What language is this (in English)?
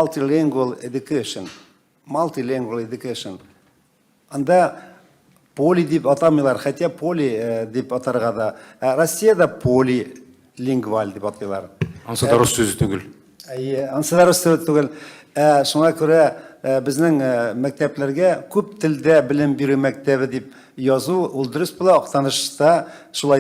Tatar